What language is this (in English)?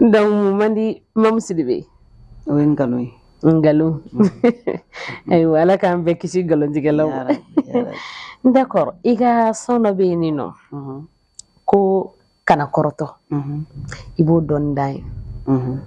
Bambara